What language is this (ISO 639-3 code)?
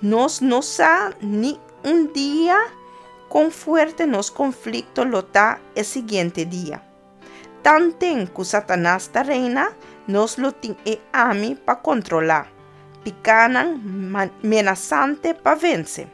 pap